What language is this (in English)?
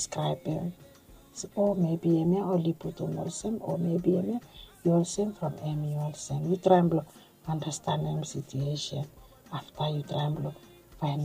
Bislama